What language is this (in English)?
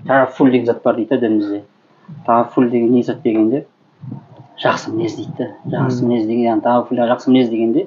Kazakh